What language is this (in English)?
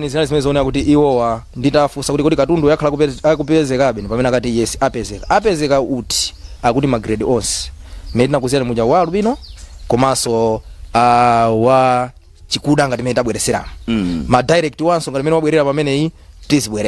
Nyanja